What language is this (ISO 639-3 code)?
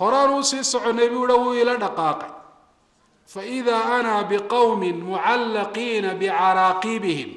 som